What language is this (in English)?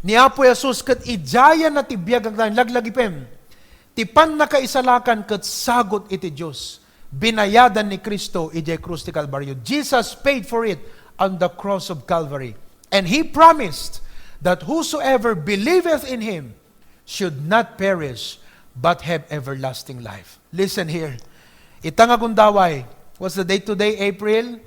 Iloko